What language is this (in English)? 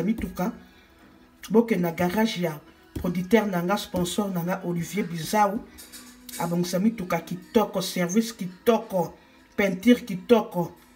Lingala